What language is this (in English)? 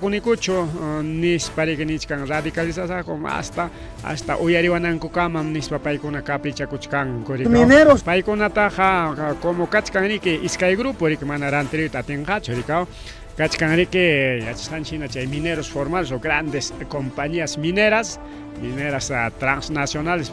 Ayacucho Quechua